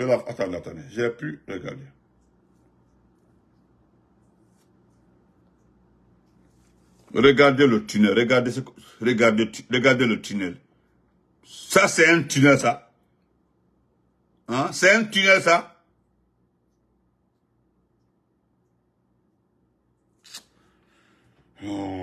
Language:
French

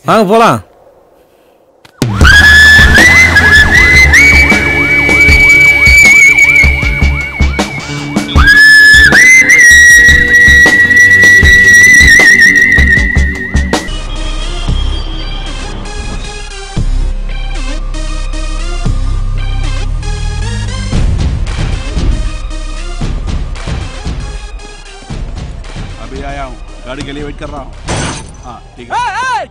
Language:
Tamil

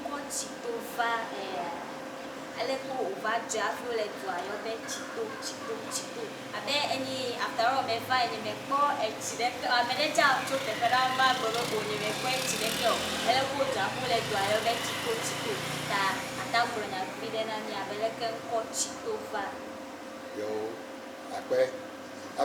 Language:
Ewe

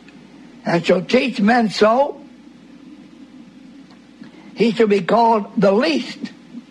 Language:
English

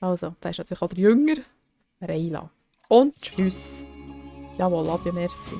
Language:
Swiss German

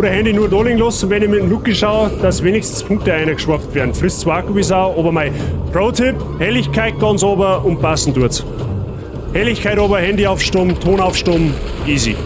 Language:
Bavarian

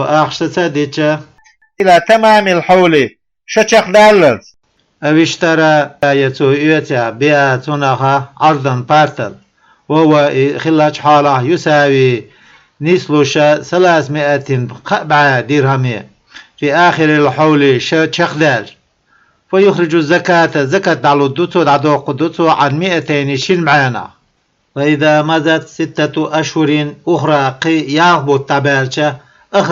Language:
Chechen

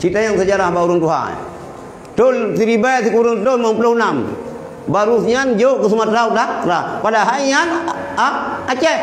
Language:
Achinese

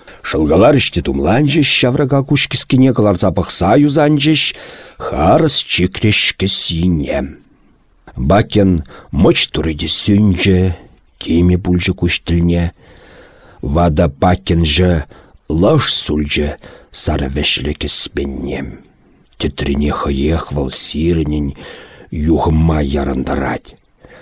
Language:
Chuvash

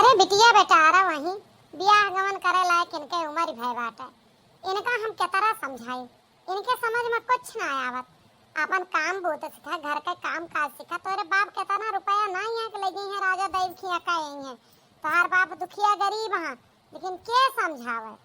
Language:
Awadhi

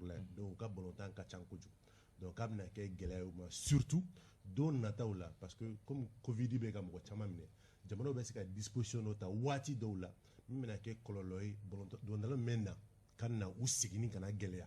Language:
Bambara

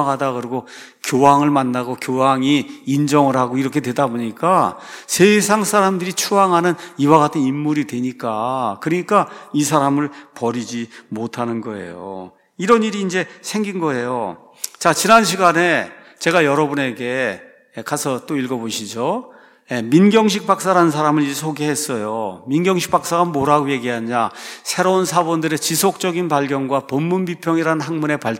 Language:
Korean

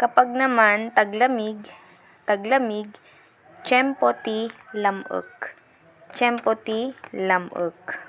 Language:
Iloko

